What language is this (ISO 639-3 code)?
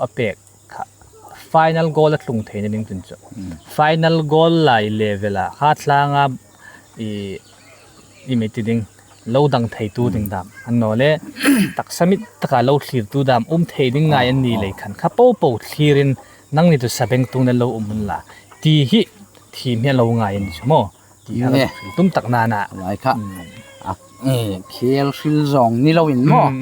hmr